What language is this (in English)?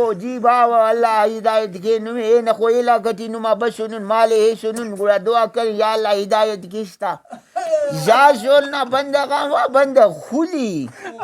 Brahui